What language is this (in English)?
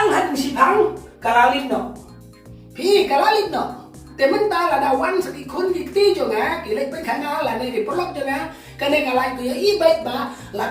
Khasi